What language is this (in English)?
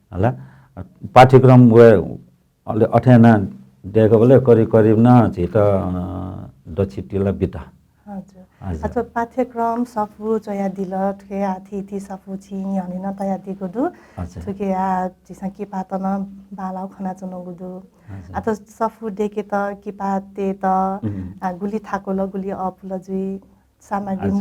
Newari